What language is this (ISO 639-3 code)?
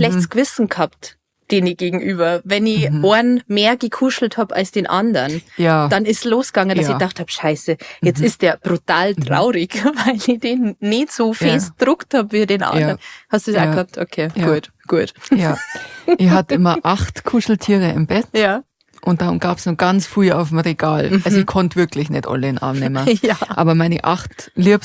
bar